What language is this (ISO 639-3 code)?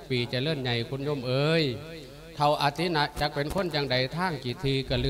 lao